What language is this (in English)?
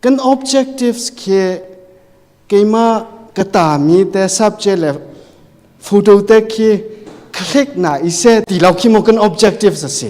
Hakha Chin